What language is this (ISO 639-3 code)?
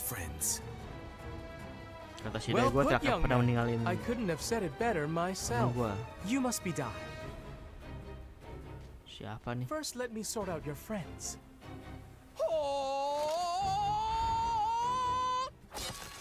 ind